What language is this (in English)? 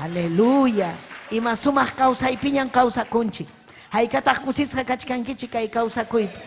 Ayacucho Quechua